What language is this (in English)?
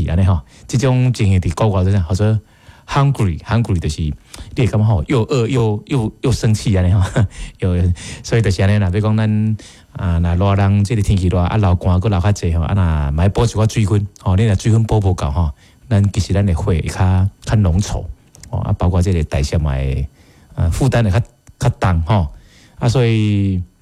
Min Nan Chinese